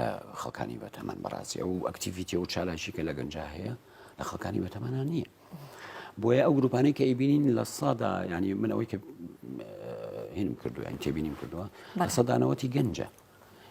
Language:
Central Kurdish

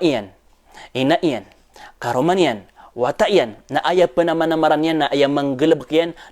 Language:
Maranao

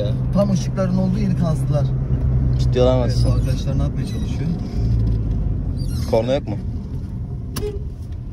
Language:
Turkish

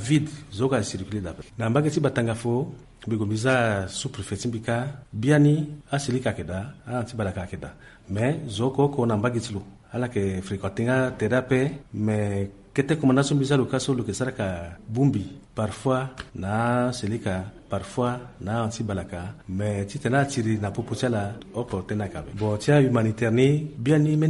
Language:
Sango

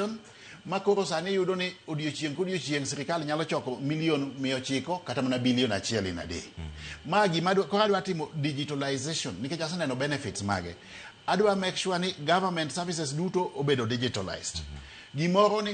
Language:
Luo (Kenya and Tanzania)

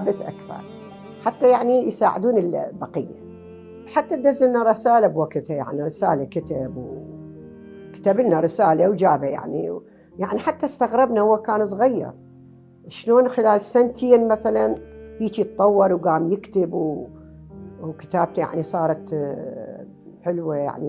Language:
Mesopotamian Arabic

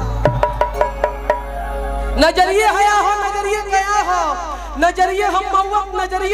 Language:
Bhojpuri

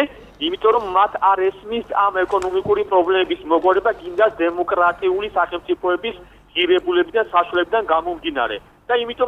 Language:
Georgian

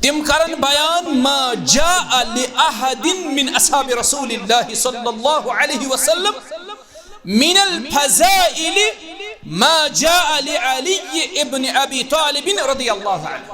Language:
Kashmiri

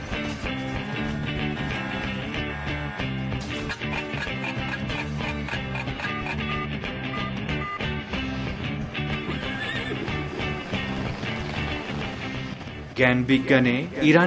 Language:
Bangla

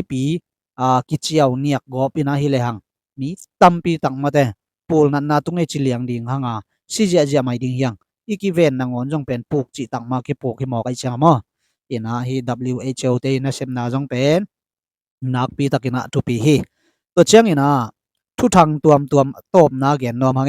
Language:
Tedim Chin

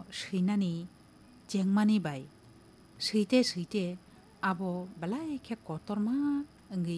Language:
Kok Borok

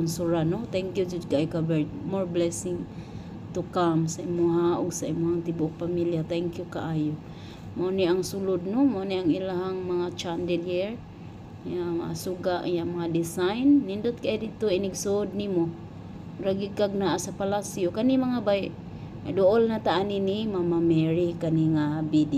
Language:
Cebuano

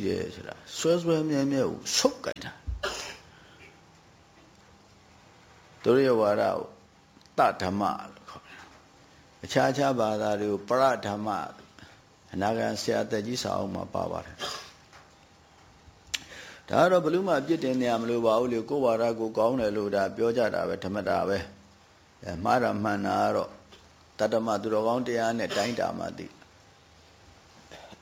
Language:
Burmese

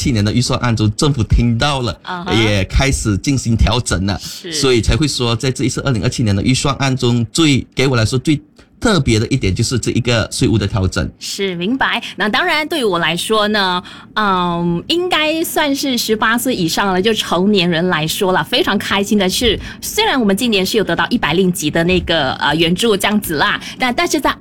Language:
Chinese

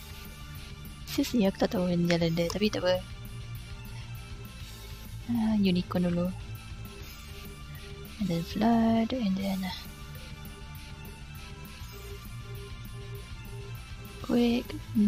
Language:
Malay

